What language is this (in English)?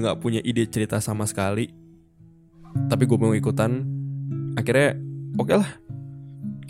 Indonesian